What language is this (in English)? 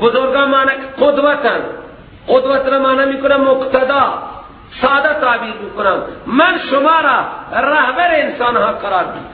Persian